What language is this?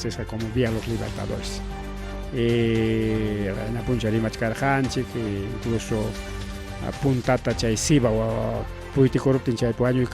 Ayacucho Quechua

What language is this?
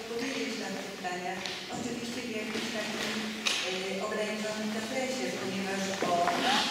Polish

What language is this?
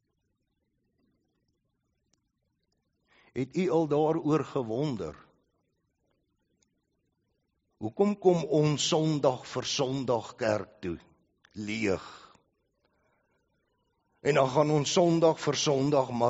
Afrikaans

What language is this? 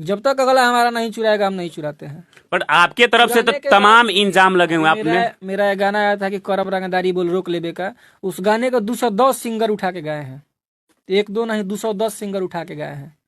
Bhojpuri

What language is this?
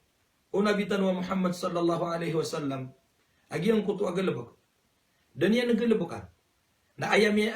Maranao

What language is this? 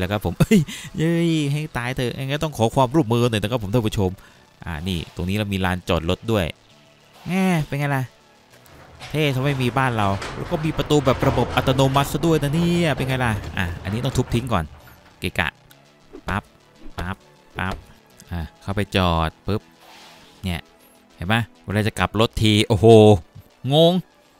Thai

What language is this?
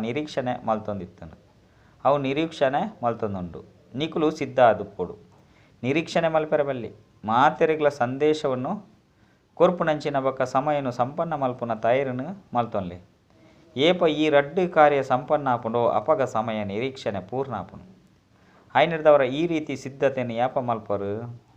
Tulu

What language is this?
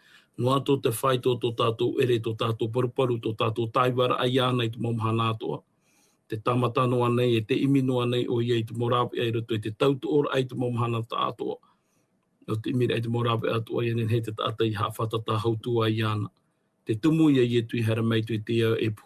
Tahitian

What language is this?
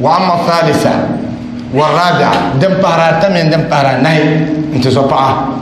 Dagbani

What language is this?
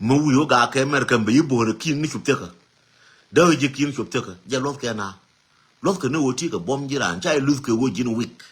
Nuer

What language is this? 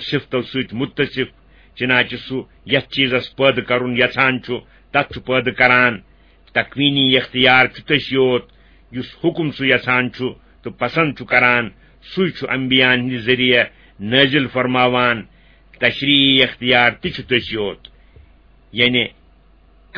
Kashmiri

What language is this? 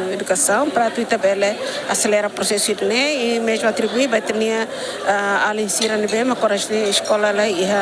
Tetum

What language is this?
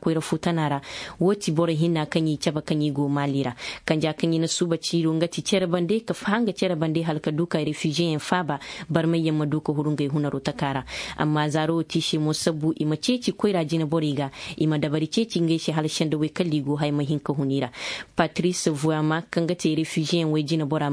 Zarma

